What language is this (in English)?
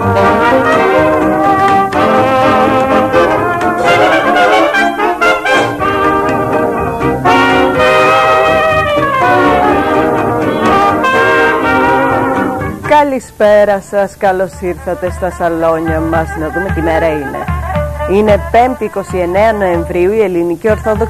Greek